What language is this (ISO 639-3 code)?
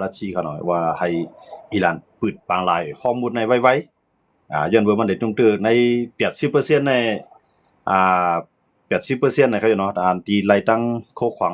shn